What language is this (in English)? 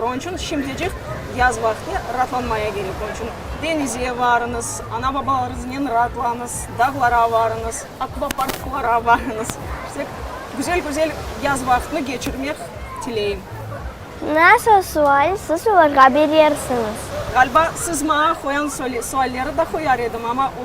Crimean Tatar